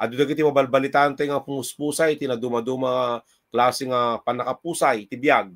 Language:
Iloko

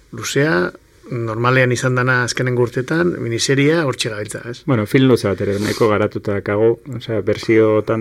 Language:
Basque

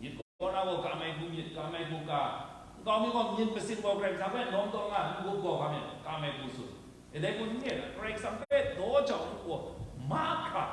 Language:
Kachin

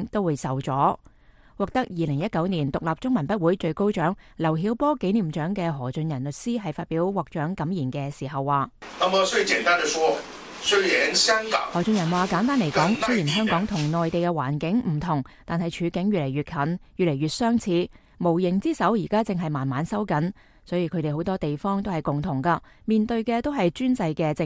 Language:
Cantonese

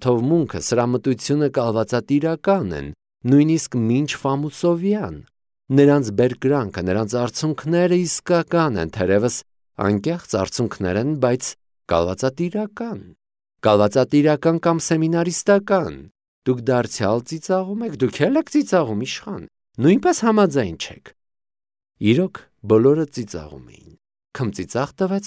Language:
Armenian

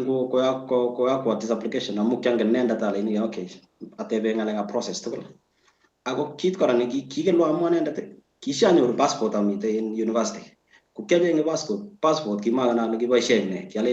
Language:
Kalenjin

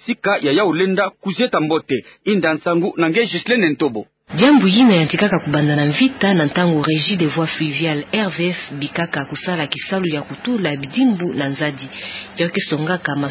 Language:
Kituba (Democratic Republic of Congo)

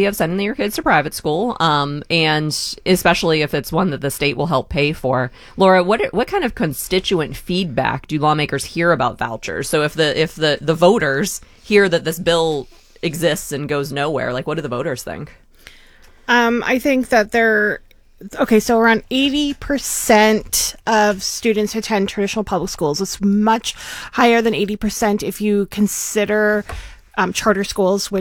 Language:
English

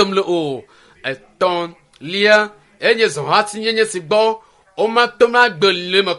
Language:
Ewe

